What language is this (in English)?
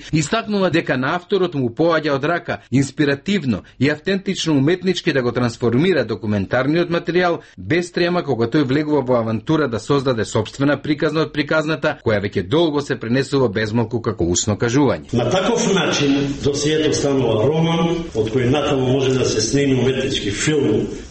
Macedonian